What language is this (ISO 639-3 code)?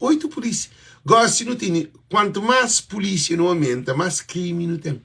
kea